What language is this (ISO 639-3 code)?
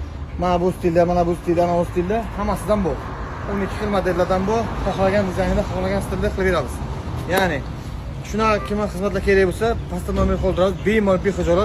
uzb